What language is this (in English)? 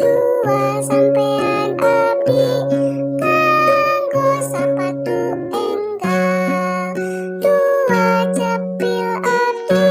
Sundanese